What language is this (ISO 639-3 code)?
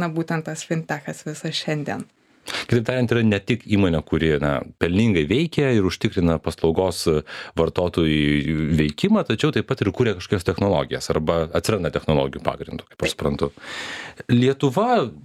lit